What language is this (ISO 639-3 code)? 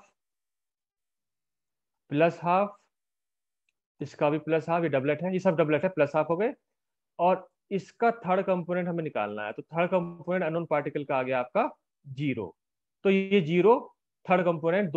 hin